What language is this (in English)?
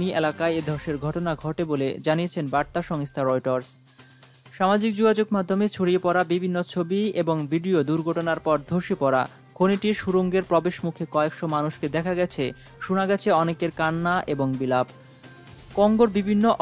Bangla